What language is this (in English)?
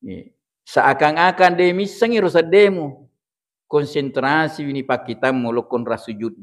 Buginese